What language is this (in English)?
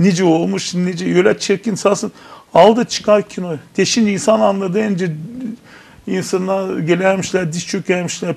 Gagauz